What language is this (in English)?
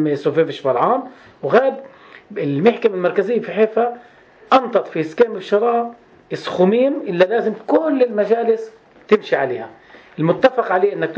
North Levantine Arabic